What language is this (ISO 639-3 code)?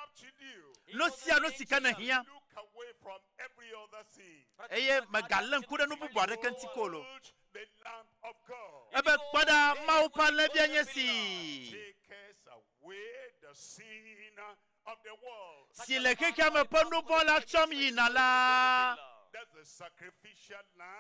ewe